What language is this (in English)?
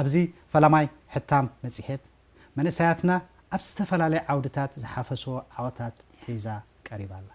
Tigrinya